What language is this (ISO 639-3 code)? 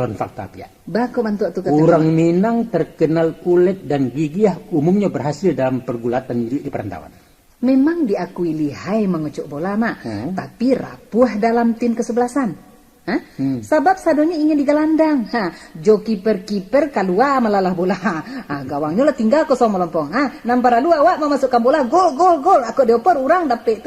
min